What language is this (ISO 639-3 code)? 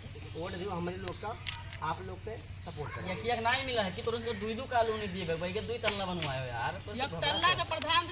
awa